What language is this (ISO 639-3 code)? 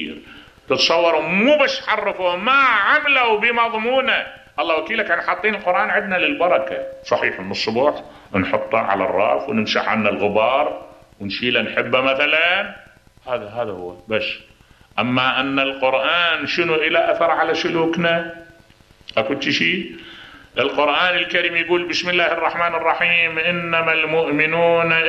acm